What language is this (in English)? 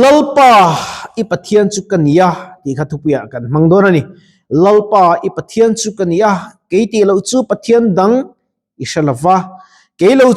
Mizo